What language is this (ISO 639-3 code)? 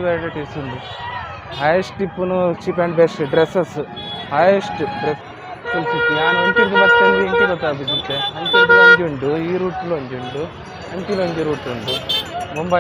tcy